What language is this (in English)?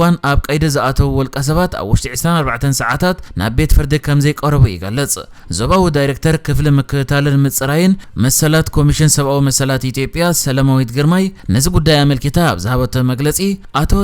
Tigrinya